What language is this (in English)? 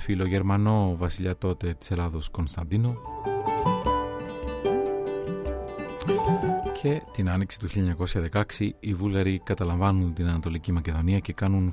Greek